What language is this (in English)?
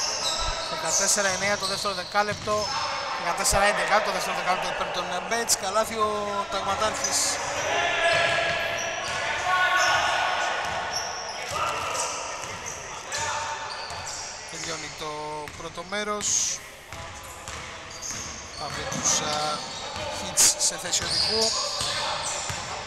Greek